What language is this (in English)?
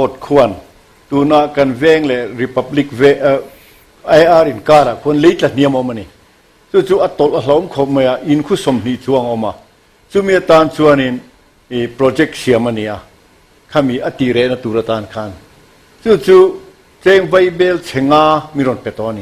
Mizo